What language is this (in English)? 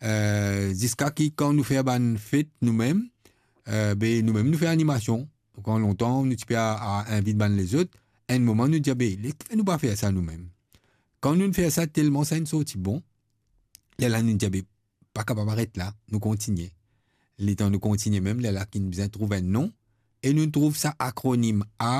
Morisyen